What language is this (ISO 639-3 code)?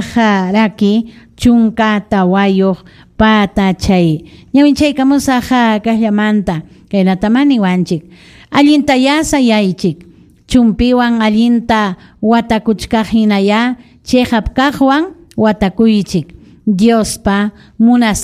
quy